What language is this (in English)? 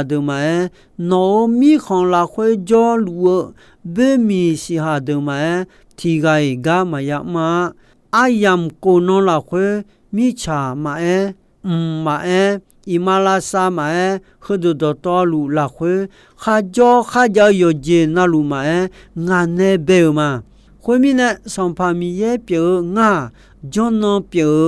Akha